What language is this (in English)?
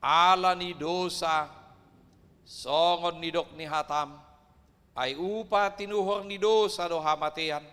Batak Toba